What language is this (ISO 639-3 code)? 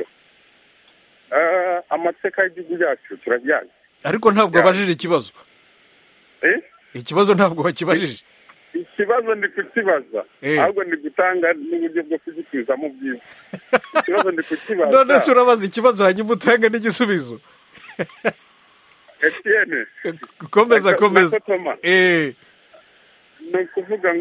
kin